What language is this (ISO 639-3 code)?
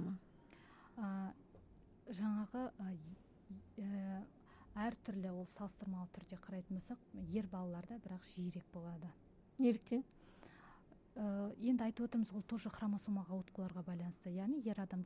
kaz